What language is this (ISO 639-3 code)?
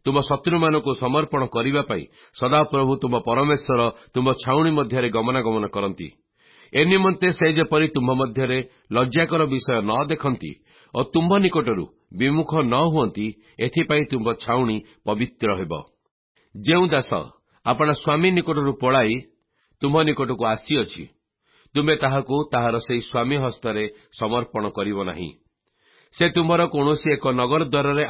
ori